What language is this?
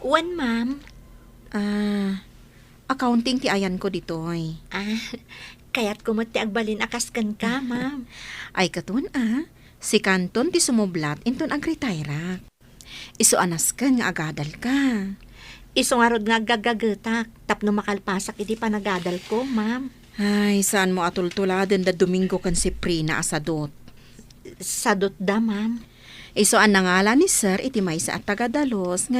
Iloko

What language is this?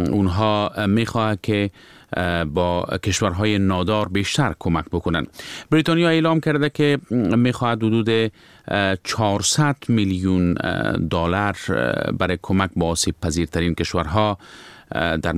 Persian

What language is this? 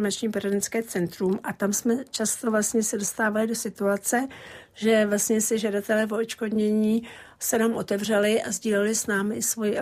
Czech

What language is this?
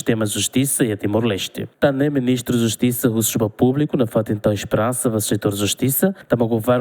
Tetum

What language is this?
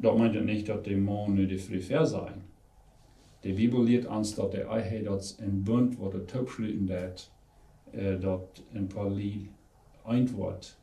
Plautdietsch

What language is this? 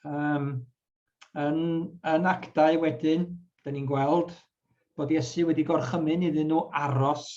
Welsh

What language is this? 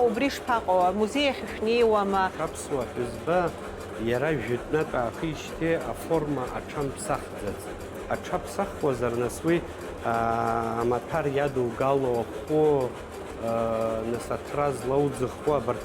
Abkhazian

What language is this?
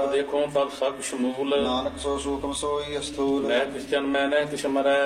Punjabi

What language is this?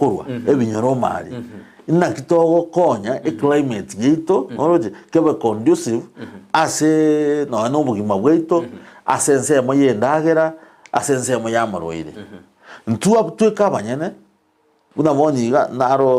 Gusii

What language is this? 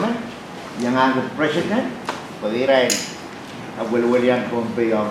Pohnpeian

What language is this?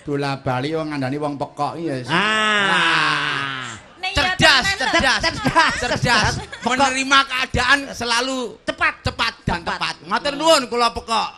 Javanese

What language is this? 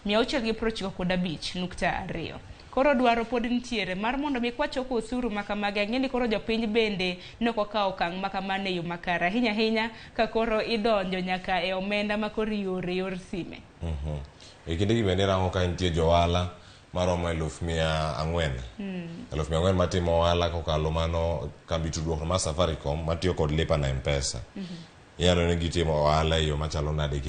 Luo (Kenya and Tanzania)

